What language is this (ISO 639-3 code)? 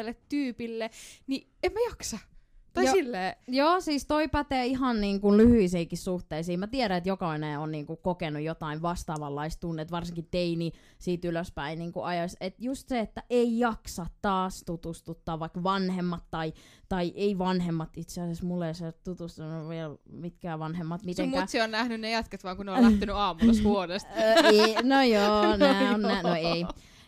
fin